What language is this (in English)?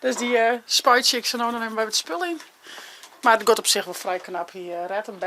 Western Frisian